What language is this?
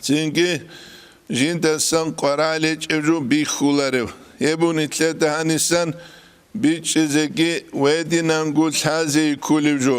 Avaric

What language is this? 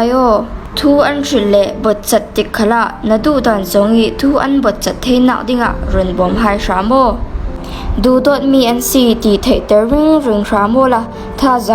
Falam Chin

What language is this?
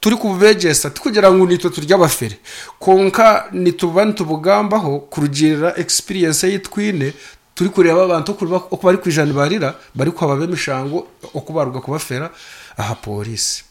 Nyankole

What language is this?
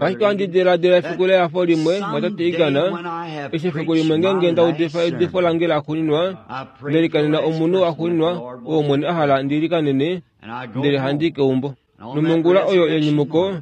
Kuanyama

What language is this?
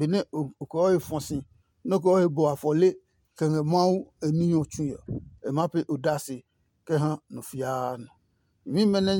Adangme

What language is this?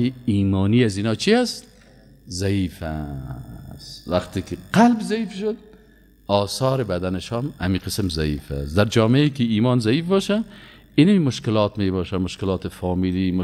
Persian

